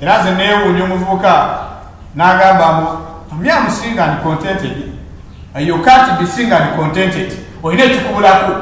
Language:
Ganda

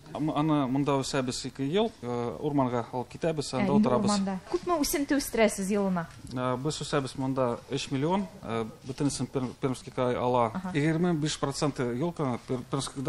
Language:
Tatar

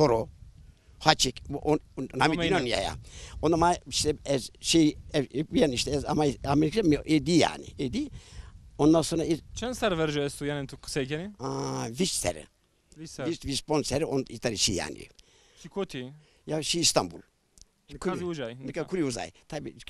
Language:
Zaza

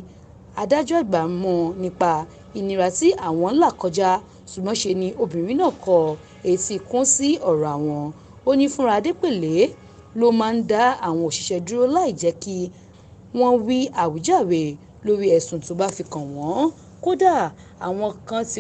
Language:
Yoruba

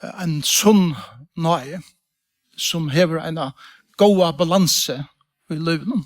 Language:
Faroese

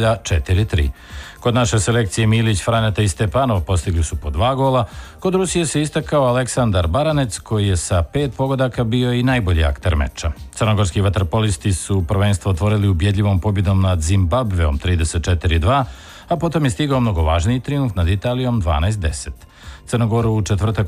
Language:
Serbian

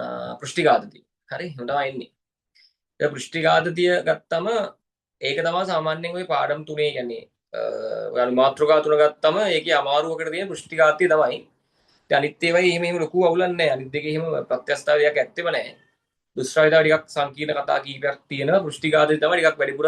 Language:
Sinhala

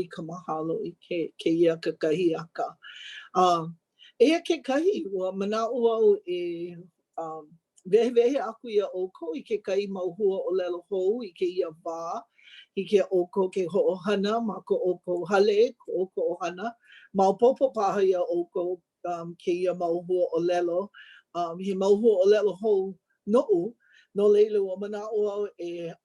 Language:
Hawaiian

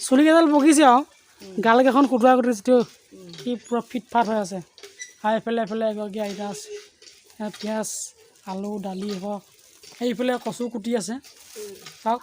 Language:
Assamese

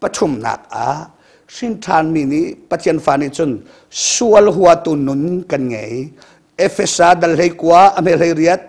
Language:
Hakha Chin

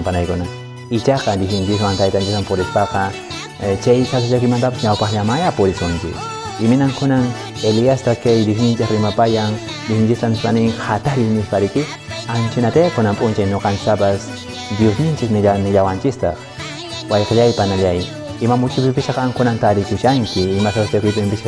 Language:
Quechua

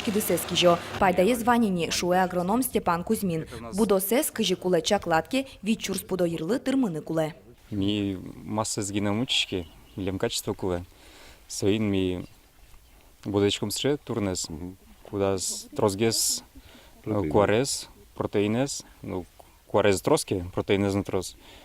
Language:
Udmurt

